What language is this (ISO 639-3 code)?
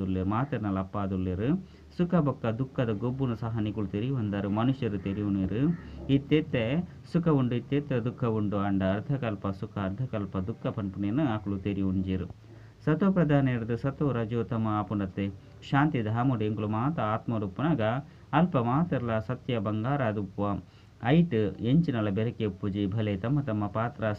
tcy